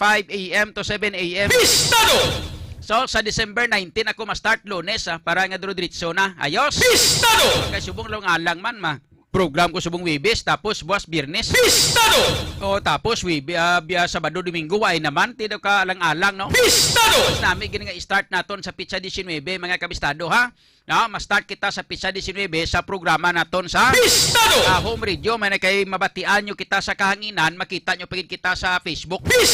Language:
Hiligaynon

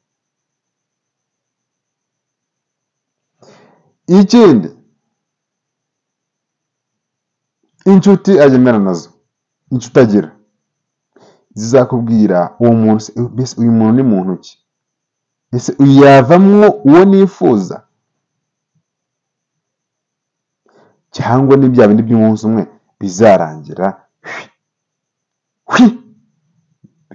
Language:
Kinyarwanda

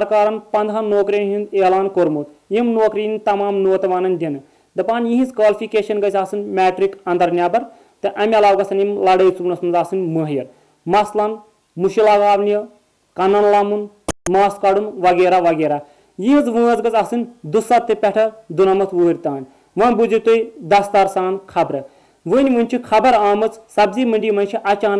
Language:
Kashmiri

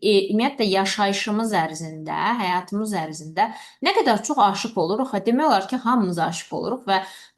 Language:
Azerbaijani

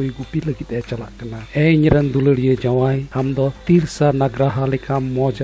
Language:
Santali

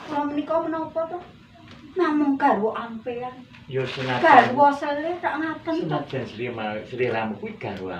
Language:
Javanese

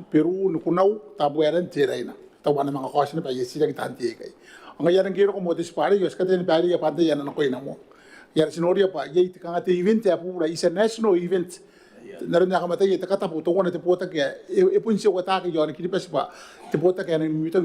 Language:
Gilbertese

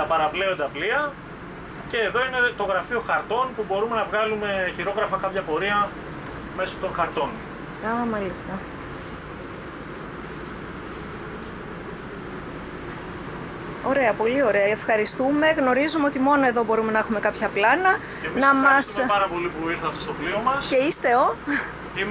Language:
Greek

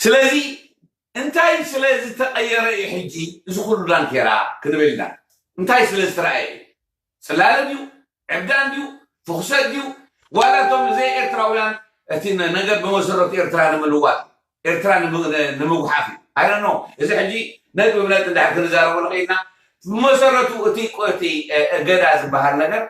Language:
Tigrinya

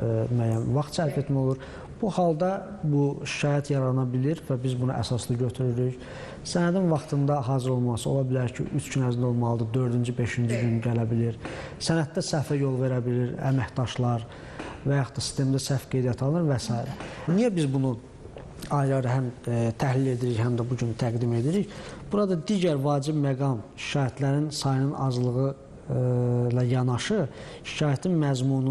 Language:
Azerbaijani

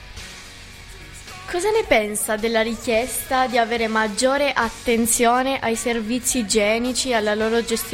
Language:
Italian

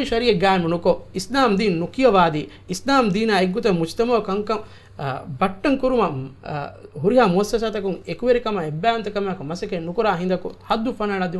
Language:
Divehi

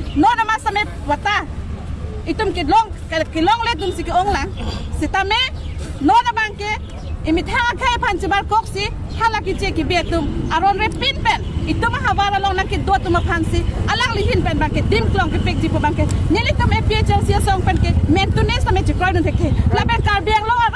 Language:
Karbi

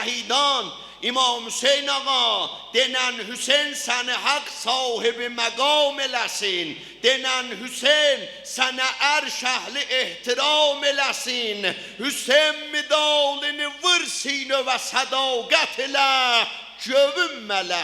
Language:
South Azerbaijani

